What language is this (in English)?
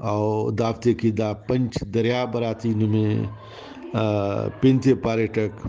Brahui